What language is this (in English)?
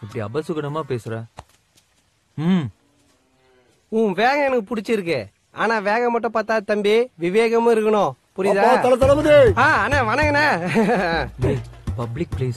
Tamil